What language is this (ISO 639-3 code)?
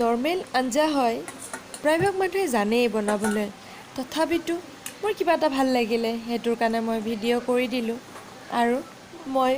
asm